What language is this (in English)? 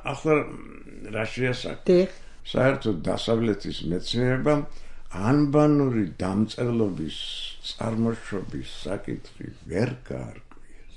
Georgian